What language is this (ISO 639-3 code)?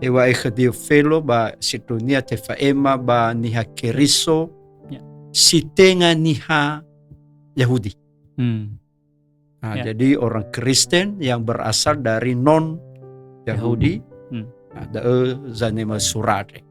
nia